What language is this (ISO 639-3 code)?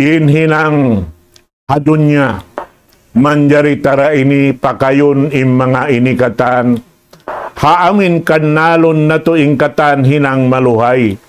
tsg